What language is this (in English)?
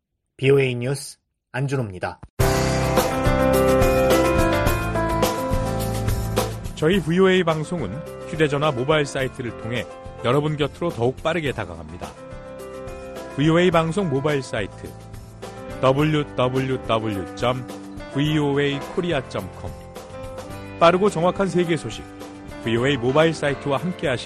Korean